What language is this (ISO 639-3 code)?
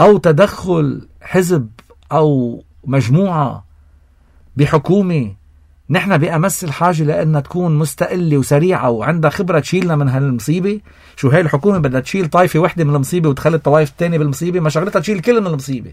apc